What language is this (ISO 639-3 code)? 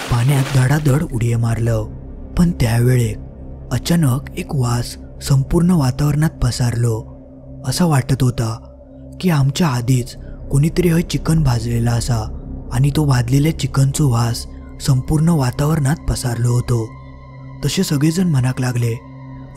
mar